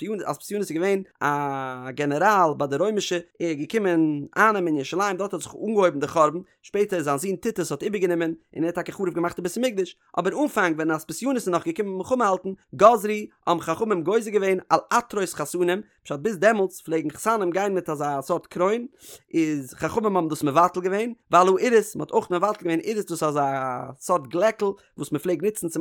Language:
Yiddish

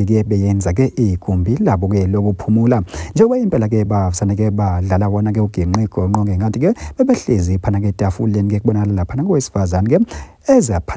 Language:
Zulu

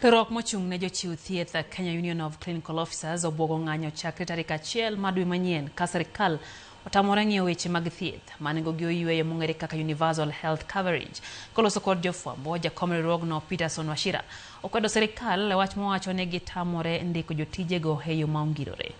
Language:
Luo (Kenya and Tanzania)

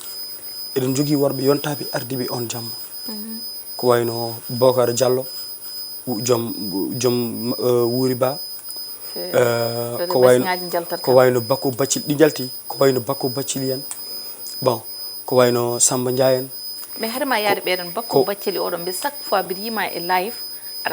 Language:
Fula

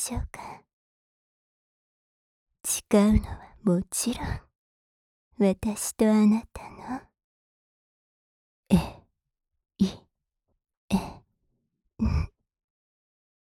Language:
Japanese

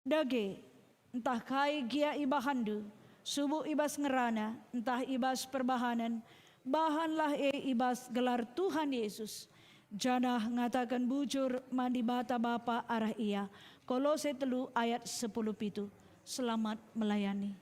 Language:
Batak Karo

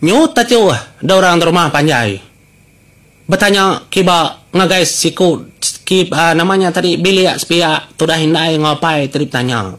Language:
Iban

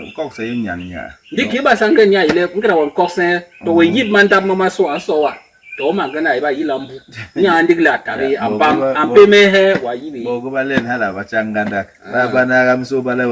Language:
Basaa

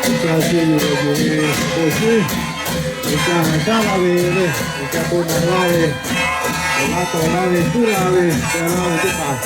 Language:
Lahu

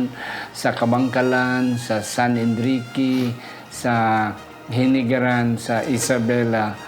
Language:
Hiligaynon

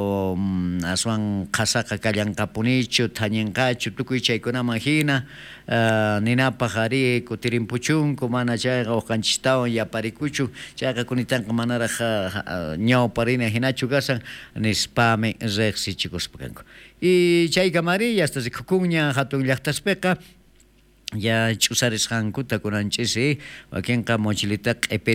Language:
South Bolivian Quechua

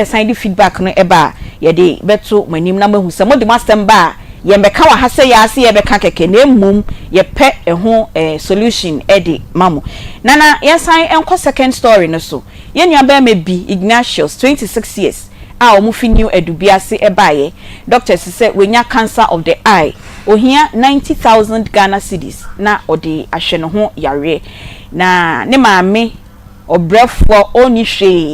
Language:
Akan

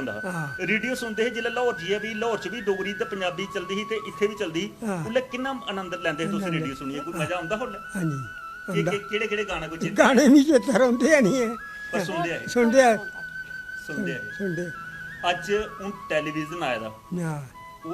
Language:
Dogri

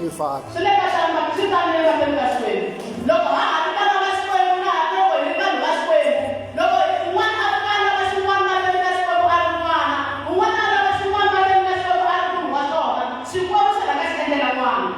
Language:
Tsonga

